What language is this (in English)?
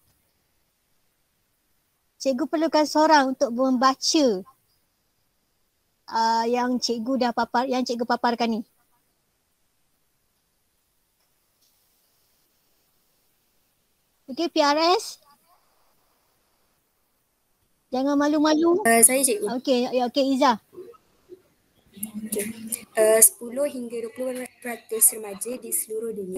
Malay